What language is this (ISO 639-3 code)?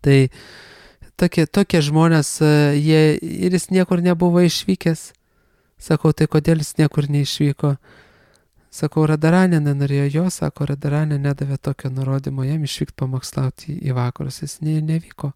lit